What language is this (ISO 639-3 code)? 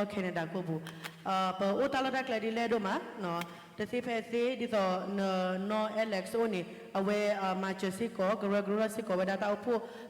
ksw